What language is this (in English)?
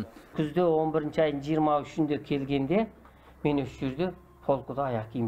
Kazakh